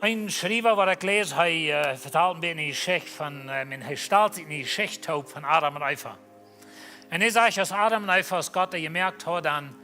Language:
Plautdietsch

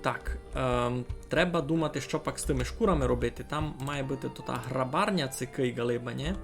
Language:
Rusyn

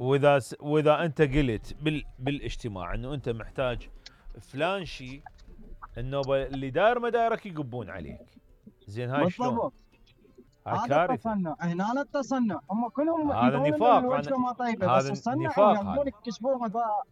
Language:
Mesopotamian Arabic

